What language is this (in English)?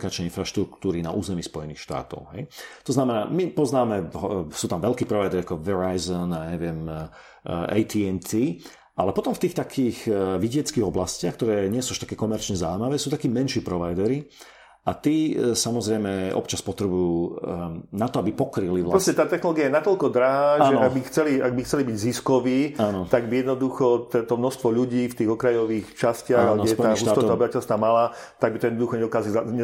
Slovak